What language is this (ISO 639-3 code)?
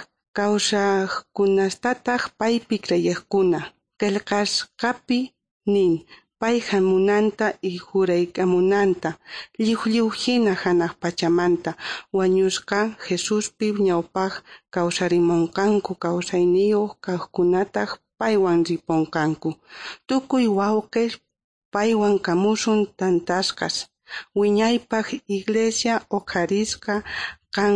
quh